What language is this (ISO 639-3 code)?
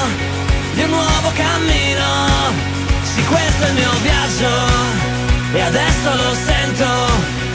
ita